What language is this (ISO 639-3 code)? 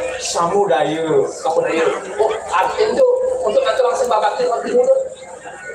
ban